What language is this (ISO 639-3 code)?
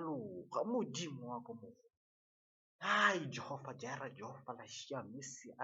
nso